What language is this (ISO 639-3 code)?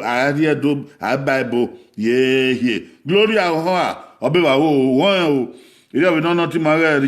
bin